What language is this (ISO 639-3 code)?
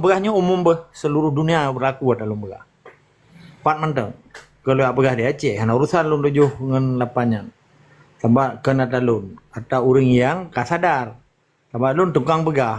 ace